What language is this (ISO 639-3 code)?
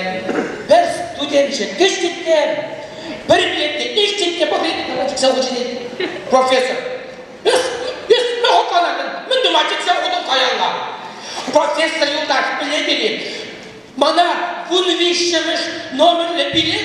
chv